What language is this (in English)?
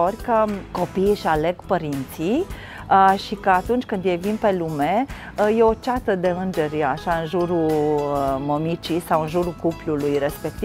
Romanian